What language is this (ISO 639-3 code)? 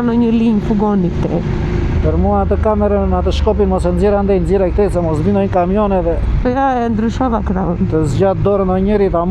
sqi